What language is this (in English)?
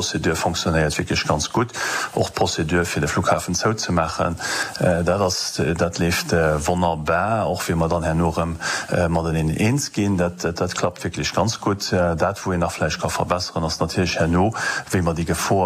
Luxembourgish